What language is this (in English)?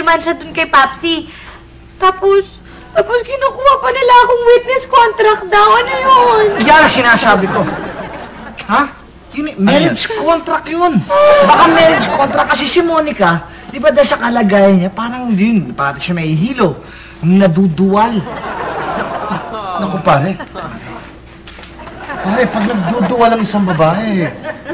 Filipino